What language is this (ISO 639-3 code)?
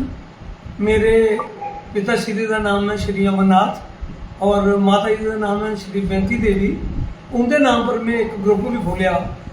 doi